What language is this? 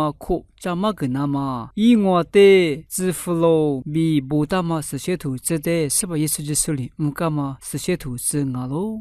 Lisu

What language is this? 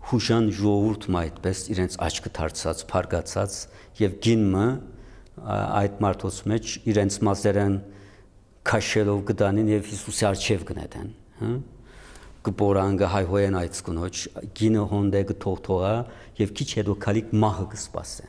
Western Armenian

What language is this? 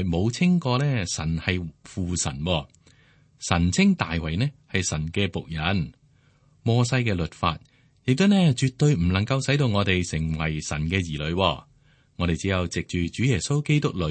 Cantonese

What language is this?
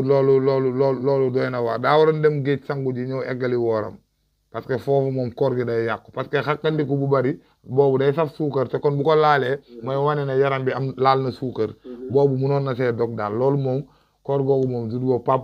Wolof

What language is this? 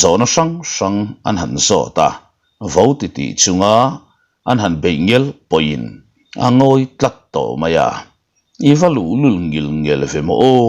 Mizo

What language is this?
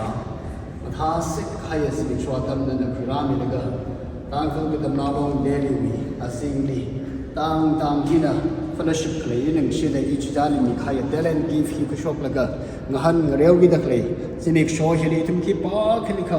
Tangkhul Naga (India)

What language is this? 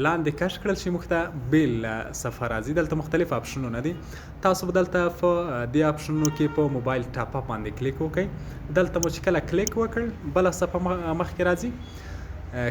Pashto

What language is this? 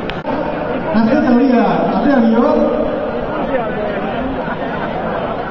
Basque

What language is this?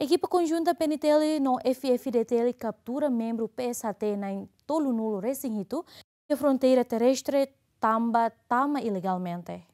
Tetum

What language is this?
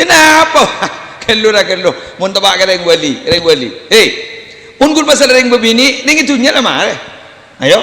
Madurese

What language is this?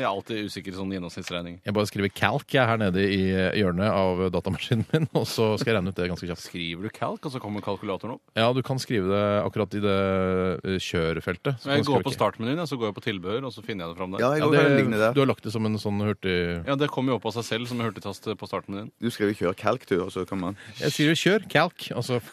Norwegian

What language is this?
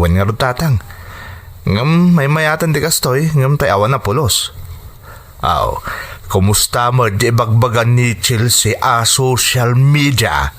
Iloko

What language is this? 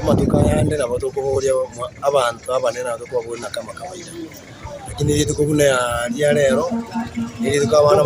Gusii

